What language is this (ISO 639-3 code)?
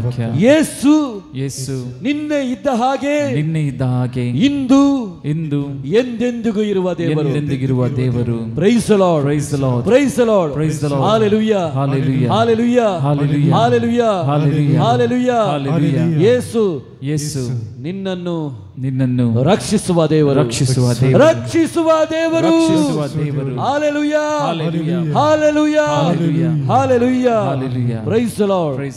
kan